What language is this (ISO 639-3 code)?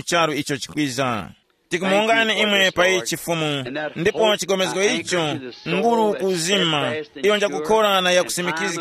tum